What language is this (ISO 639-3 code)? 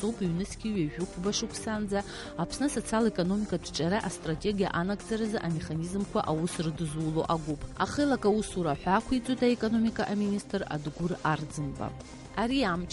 abk